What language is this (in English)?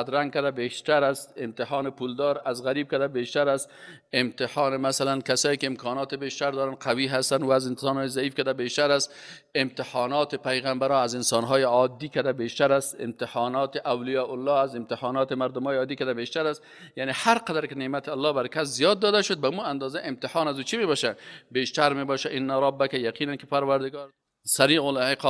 Persian